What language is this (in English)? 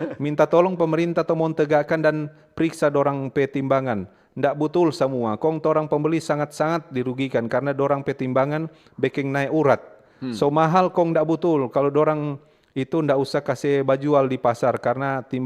Manado Malay